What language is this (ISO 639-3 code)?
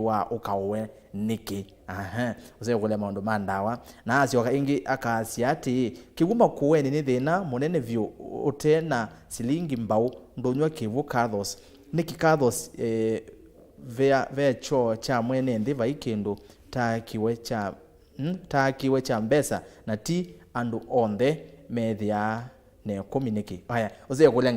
kam